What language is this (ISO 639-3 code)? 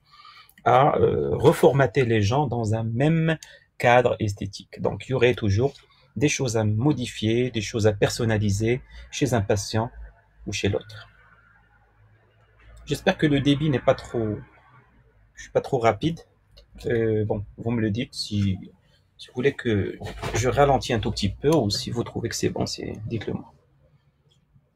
fra